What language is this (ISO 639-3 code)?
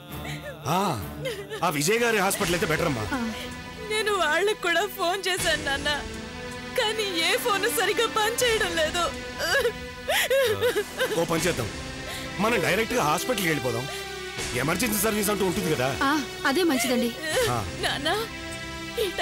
tel